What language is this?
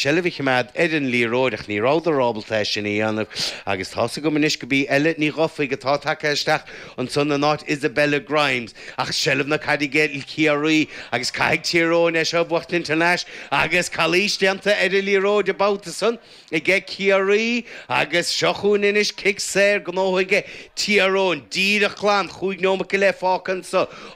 Irish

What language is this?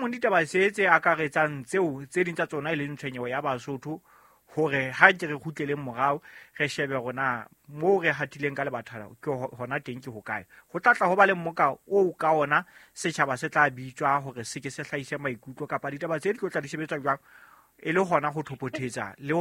Southern Sotho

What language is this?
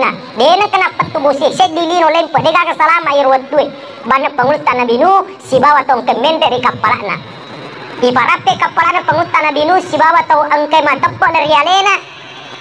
Buginese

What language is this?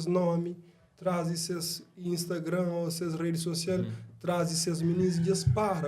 Kabuverdianu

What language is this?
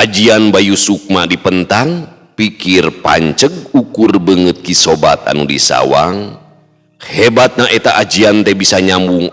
Sundanese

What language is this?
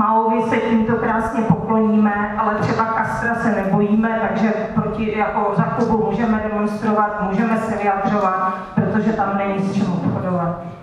Czech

